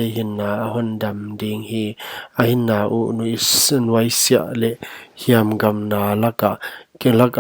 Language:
Paite Chin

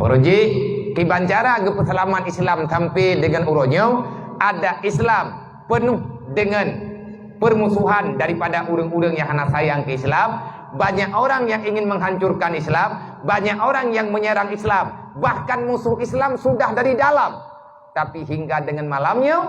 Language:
Achinese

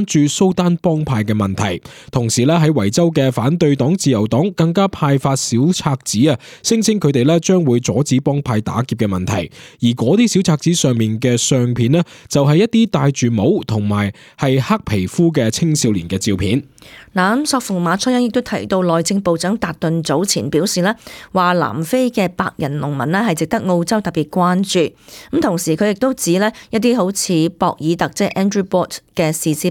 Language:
Cantonese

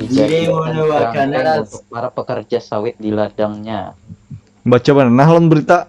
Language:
Banjar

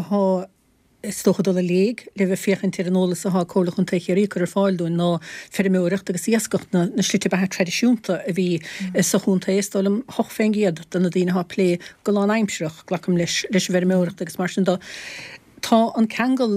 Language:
Irish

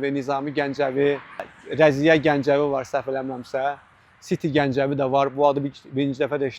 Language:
Azerbaijani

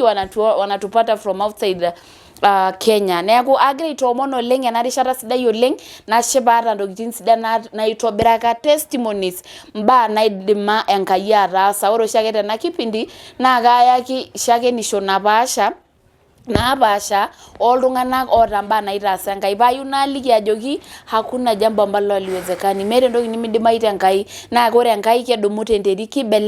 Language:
Masai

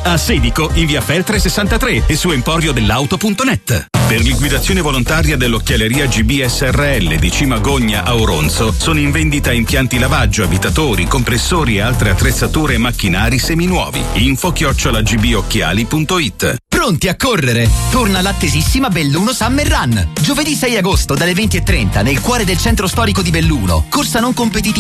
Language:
Italian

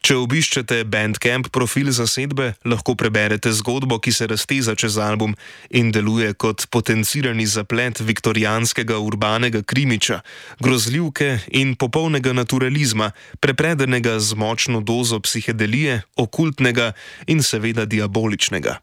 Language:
Slovenian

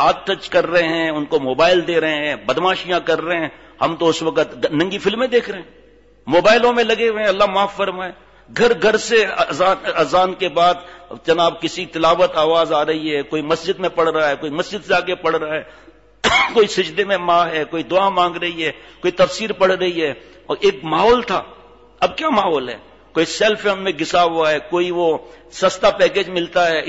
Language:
Urdu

